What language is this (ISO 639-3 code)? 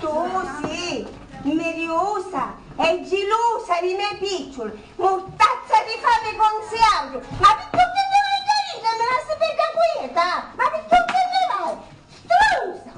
scn